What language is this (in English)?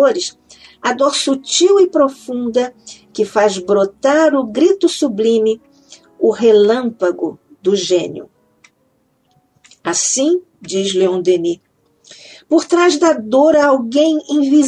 Portuguese